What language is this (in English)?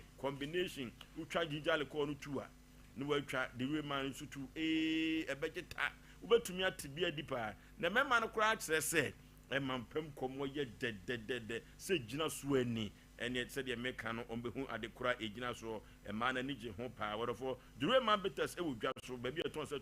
Akan